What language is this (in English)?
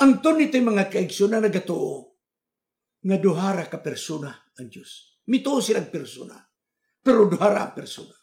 Cebuano